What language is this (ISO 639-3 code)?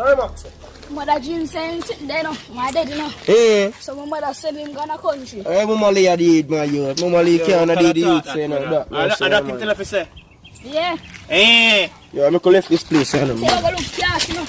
jam